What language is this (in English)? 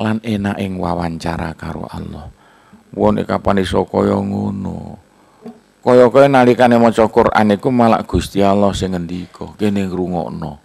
Javanese